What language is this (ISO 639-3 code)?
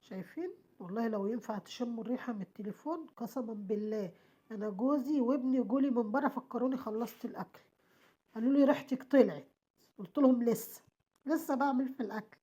arz